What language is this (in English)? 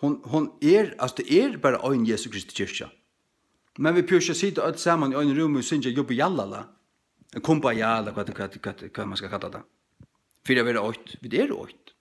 Faroese